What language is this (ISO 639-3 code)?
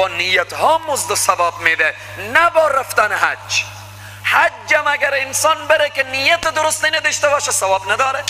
fas